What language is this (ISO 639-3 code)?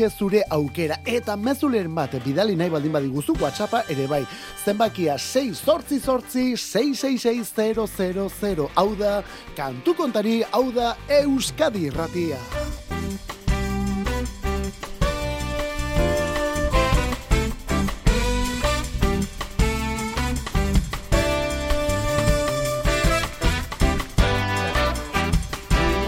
eus